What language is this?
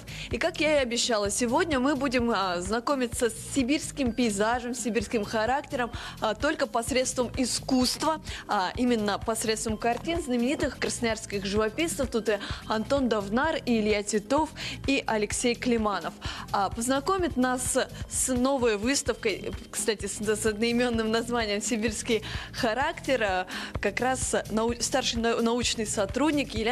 Russian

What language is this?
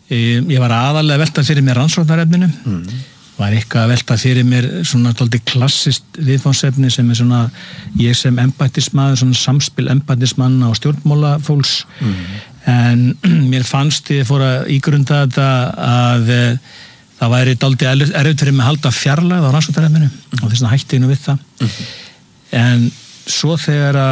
Icelandic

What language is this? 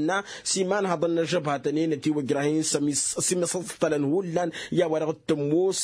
Tamasheq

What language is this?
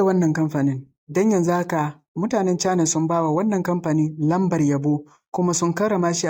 Hausa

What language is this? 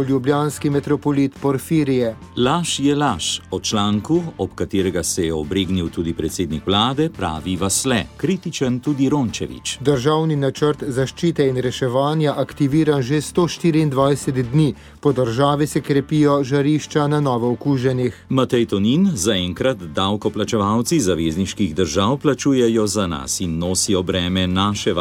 Slovenian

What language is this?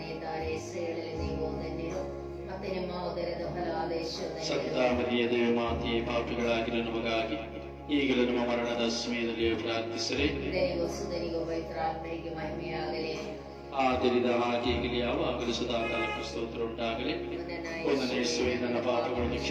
Kannada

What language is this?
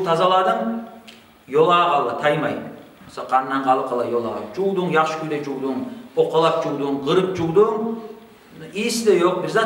Kumyk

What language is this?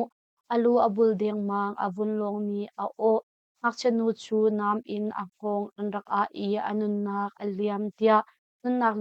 Hakha Chin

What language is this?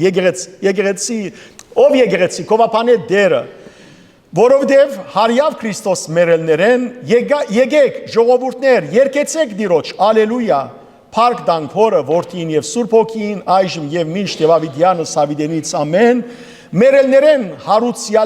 Western Armenian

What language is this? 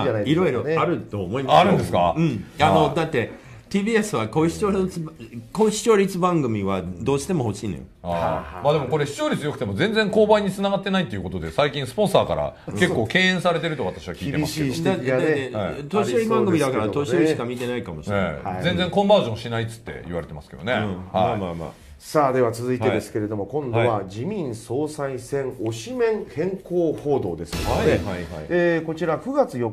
Japanese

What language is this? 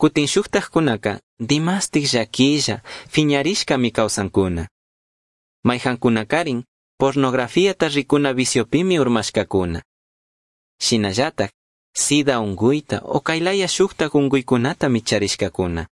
Chimborazo Highland Quichua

